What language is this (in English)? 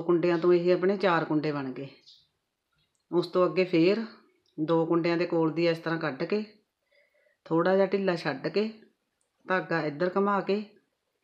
Punjabi